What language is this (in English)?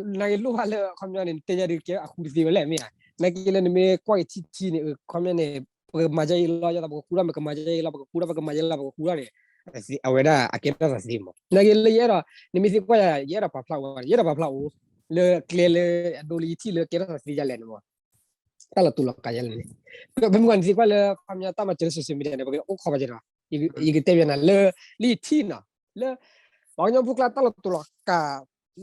S'gaw Karen